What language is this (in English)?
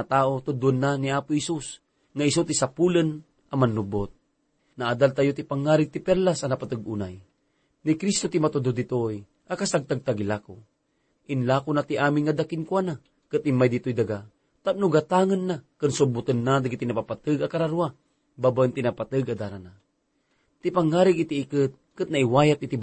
Iloko